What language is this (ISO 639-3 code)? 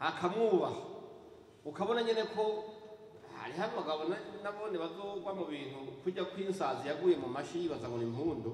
run